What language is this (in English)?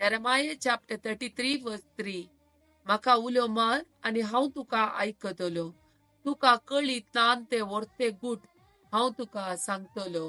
Konkani